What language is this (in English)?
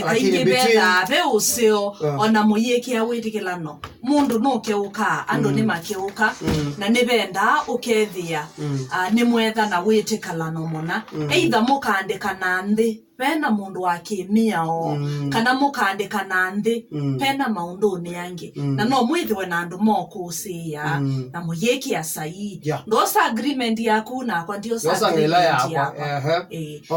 Kamba